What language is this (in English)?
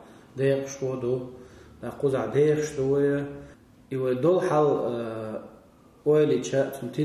Chechen